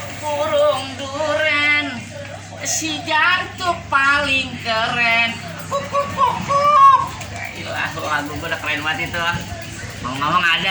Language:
Betawi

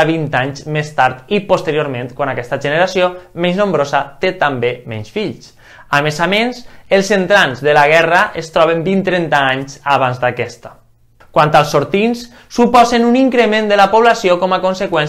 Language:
Catalan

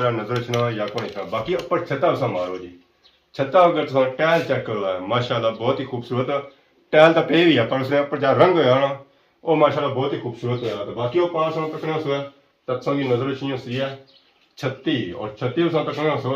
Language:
Pahari-Potwari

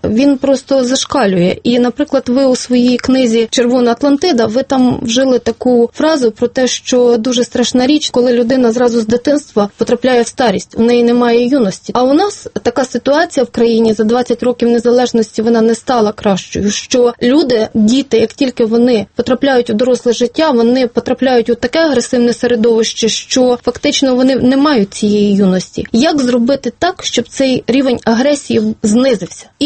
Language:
Ukrainian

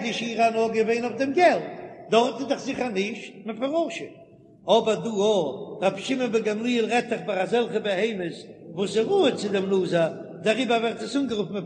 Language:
Yiddish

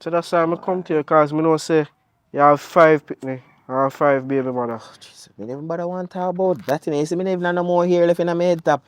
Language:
Jamaican Creole English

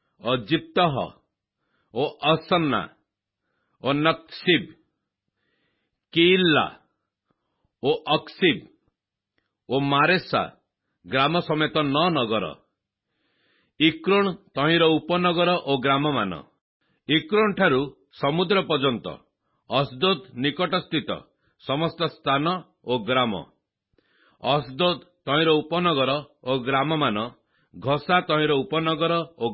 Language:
Odia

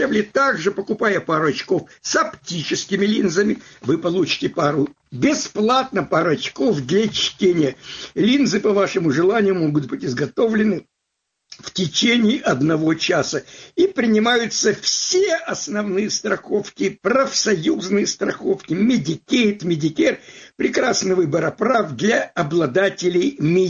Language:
Russian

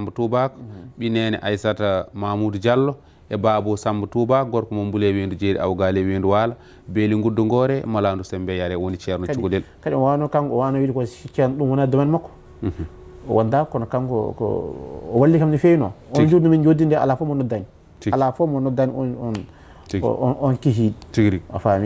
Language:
Fula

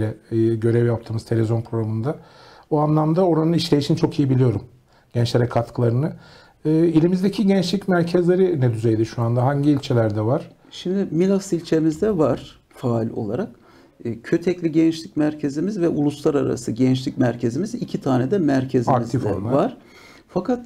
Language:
Turkish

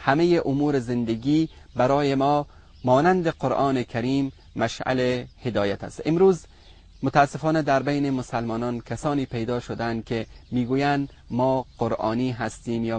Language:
Persian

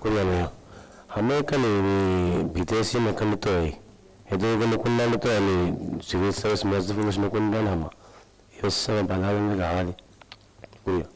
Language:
Divehi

